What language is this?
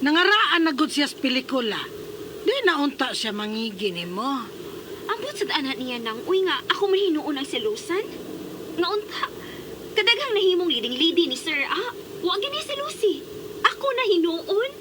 Cebuano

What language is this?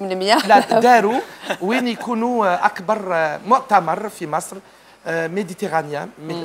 Algerian Arabic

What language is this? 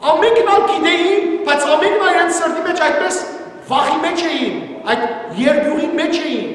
Western Armenian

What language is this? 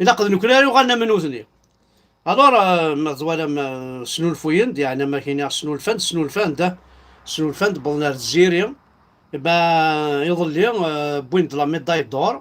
Kabyle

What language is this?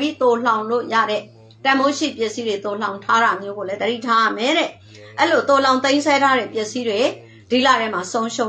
Burmese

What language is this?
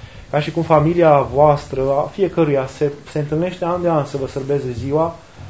Romanian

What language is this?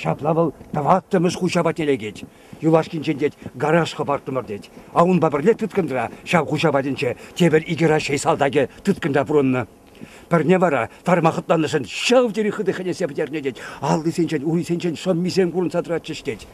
Chuvash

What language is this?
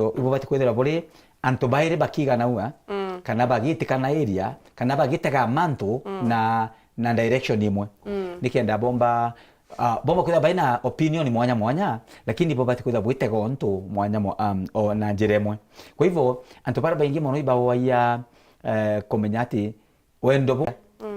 Meru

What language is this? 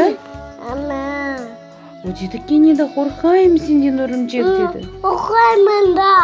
Crimean Tatar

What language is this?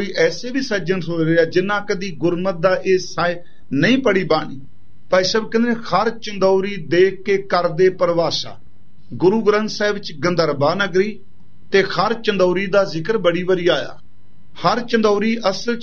Punjabi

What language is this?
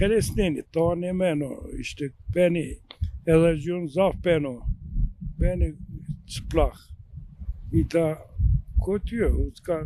Zaza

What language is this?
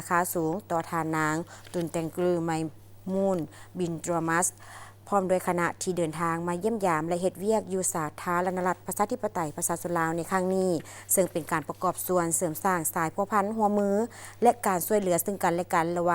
Lao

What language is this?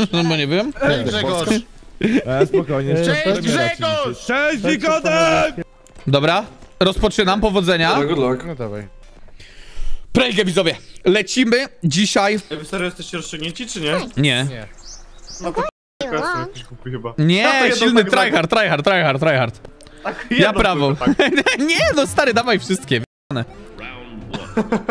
Polish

